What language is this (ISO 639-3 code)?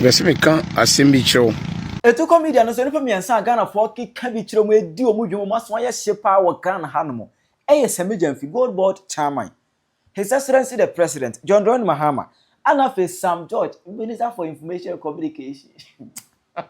aka